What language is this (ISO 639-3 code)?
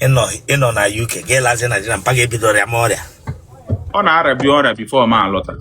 ibo